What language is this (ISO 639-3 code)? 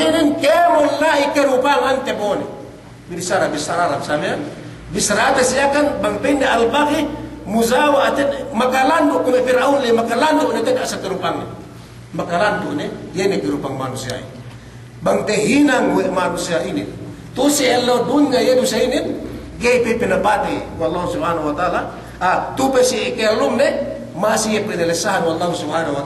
yka